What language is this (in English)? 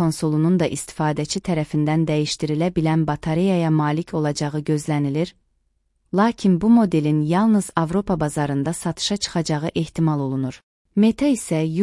Azerbaijani